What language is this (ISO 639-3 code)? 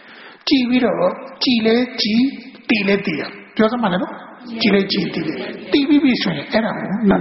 mya